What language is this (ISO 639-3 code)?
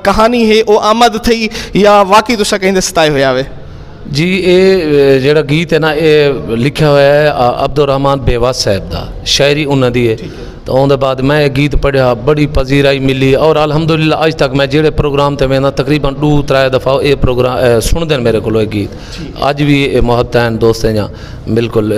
skr